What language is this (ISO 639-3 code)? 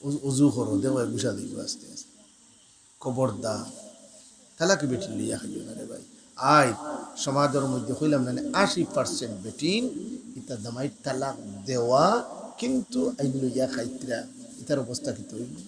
syl